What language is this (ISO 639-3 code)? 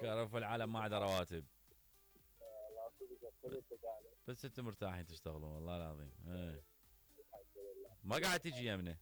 acm